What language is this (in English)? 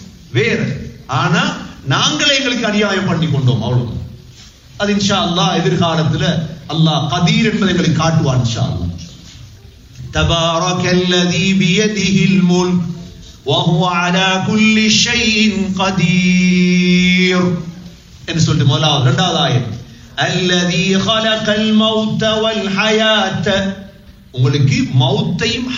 Tamil